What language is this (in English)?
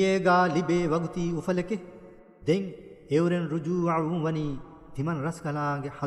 Divehi